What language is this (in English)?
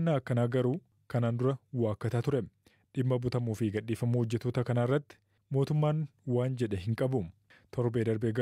Oromo